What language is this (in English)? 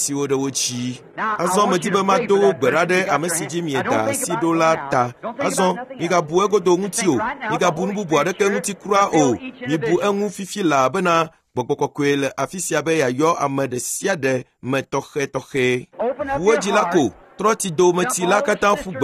Ewe